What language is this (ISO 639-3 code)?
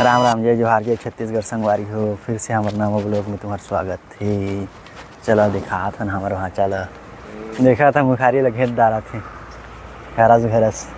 hne